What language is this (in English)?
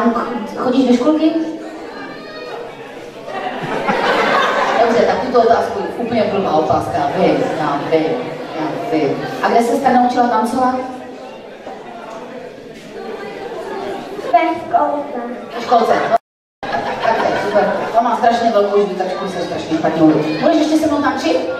Czech